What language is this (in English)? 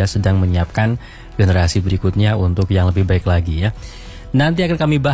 Indonesian